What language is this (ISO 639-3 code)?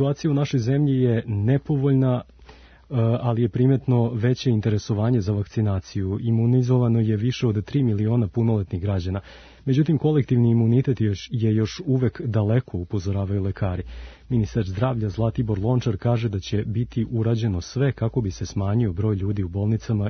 srp